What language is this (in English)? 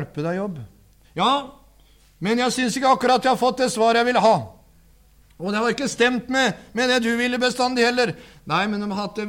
Norwegian